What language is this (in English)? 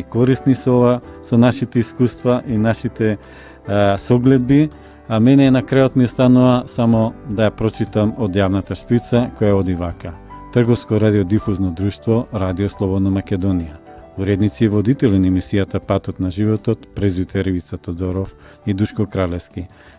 Macedonian